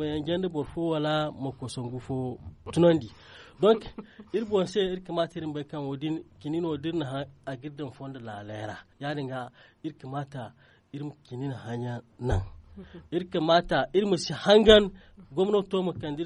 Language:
Zarma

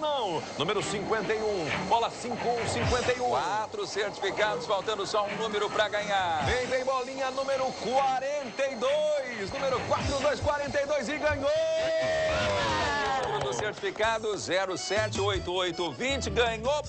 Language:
Portuguese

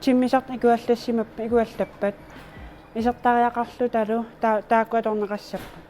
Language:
Kalaallisut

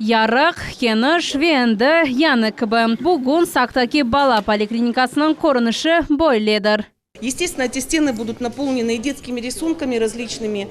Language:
Crimean Tatar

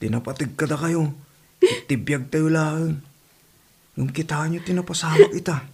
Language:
Iloko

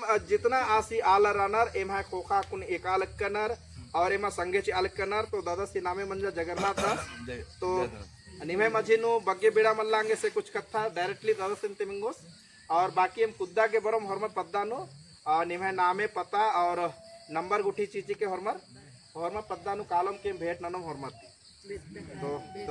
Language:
Kurukh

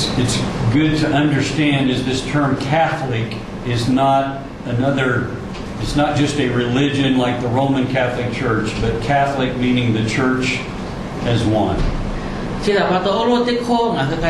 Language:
Lahu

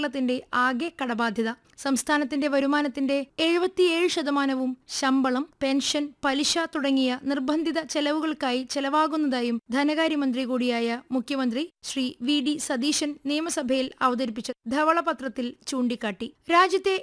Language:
Malayalam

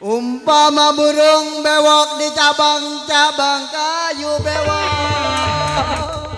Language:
Betawi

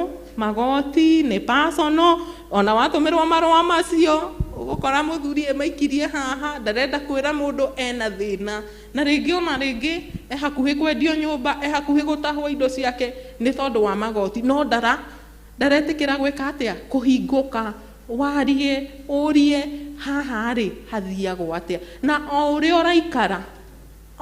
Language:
Kikuyu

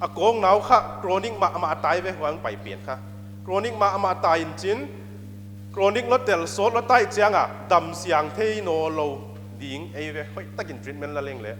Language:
Paite Chin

